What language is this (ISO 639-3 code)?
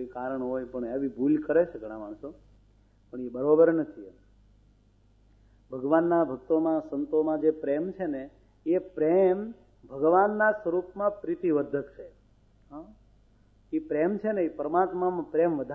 guj